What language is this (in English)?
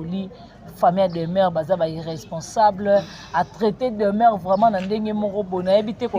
Lingala